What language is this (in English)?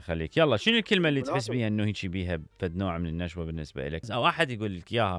Mesopotamian Arabic